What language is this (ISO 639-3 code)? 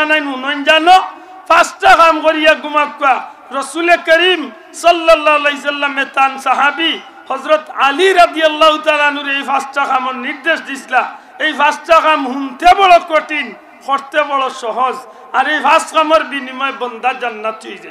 syl